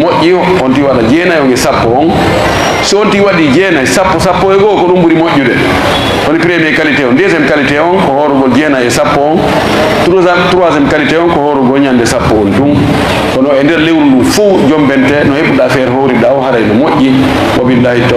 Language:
Fula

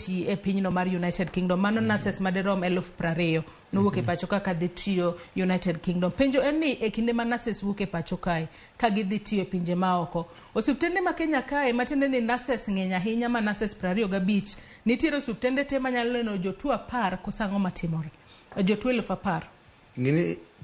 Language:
Luo (Kenya and Tanzania)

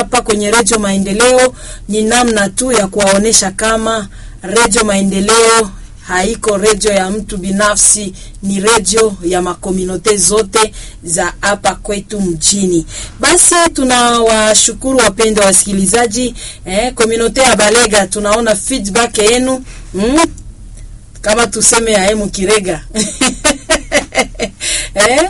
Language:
Swahili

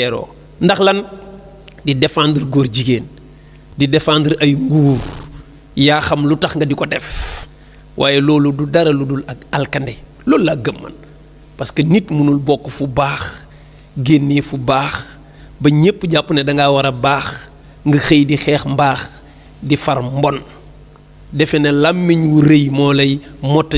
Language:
Wolof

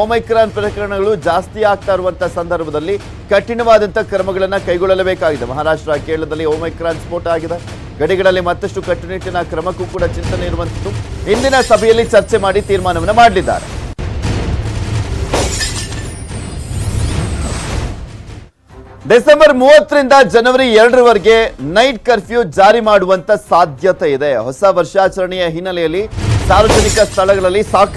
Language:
Kannada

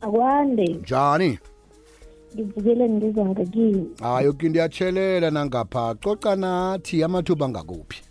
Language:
South Ndebele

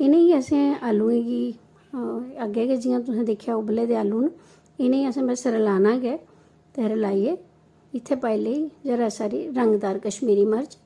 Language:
Dogri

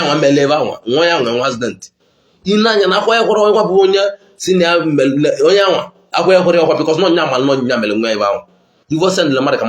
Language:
Igbo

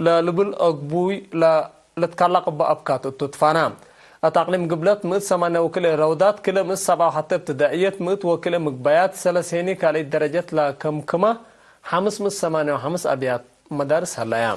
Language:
Tigre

